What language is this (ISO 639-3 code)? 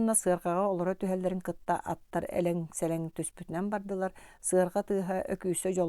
sah